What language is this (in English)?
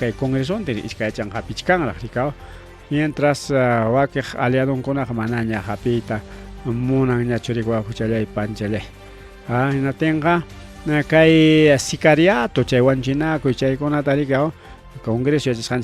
Ayacucho Quechua